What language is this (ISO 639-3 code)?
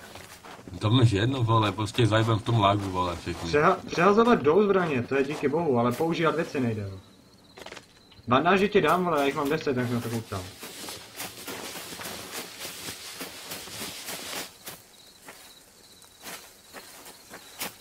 ces